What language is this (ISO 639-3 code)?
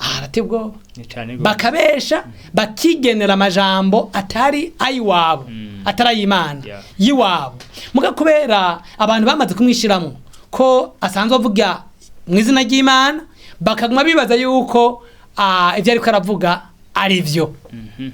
run